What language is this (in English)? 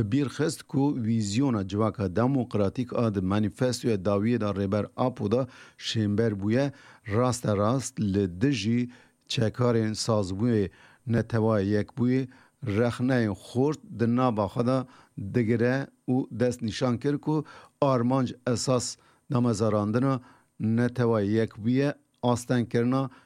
Kurdish